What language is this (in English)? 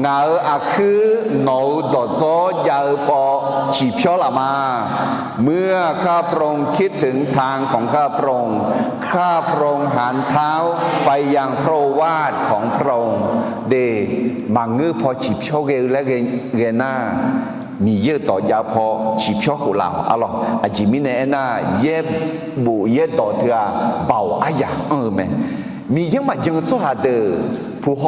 Akha